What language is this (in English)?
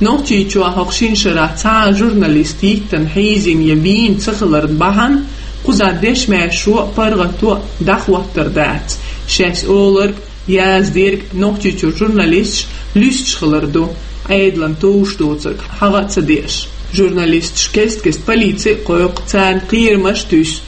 Chechen